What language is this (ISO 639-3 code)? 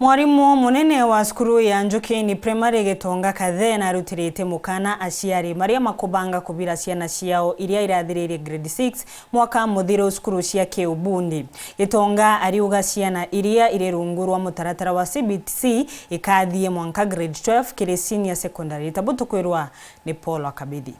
mer